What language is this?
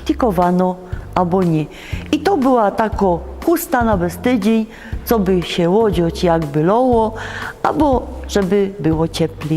Silesian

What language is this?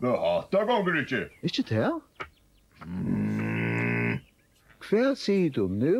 Faroese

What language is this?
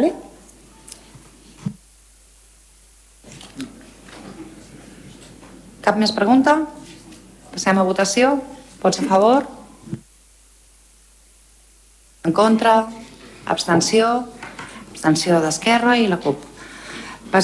Catalan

